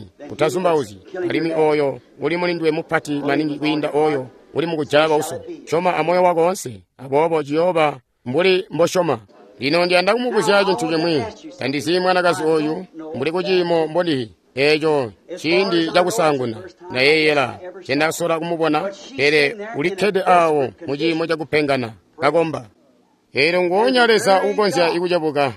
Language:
Tonga (Zambia)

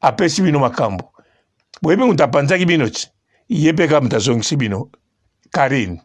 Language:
Lingala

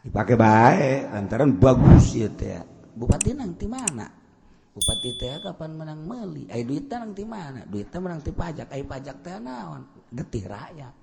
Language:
Sundanese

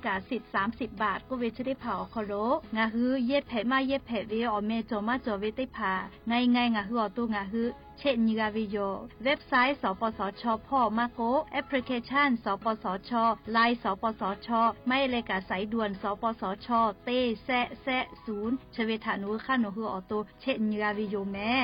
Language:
Lahu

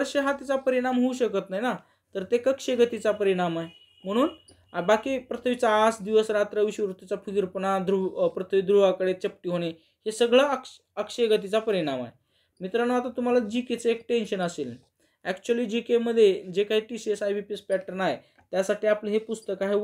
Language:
Marathi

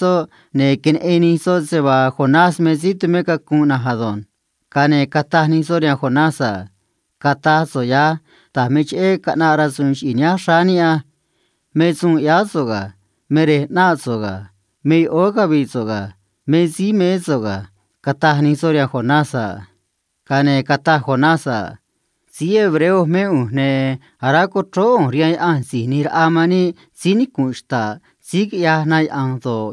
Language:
Copala Triqui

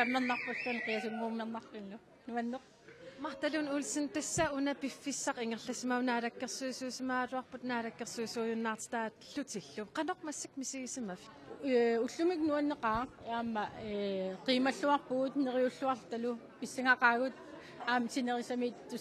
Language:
Kalaallisut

